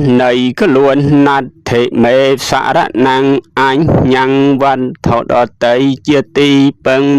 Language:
Khmer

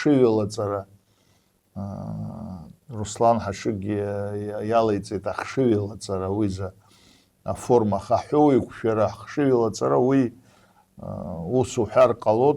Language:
Abkhazian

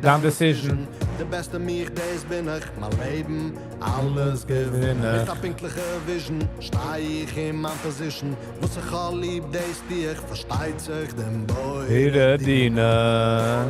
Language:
Yiddish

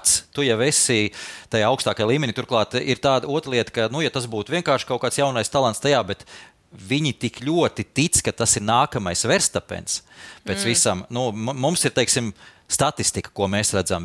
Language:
Latvian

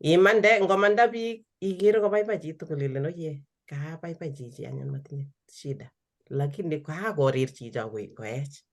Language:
Kalenjin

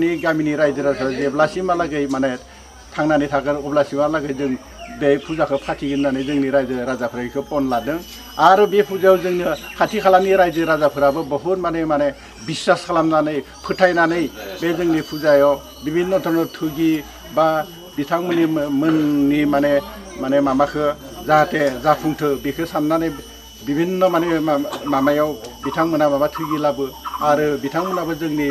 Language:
Bodo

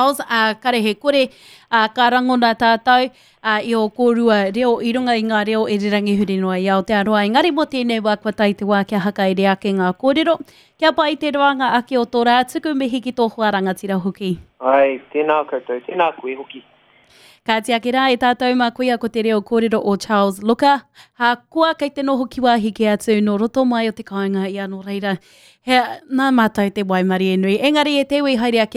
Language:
Māori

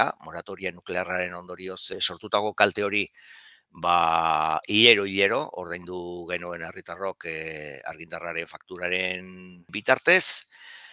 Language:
Basque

